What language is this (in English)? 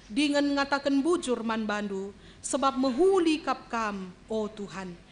Batak Karo